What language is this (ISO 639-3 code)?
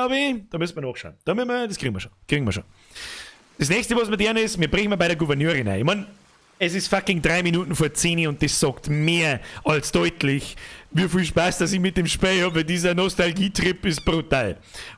bar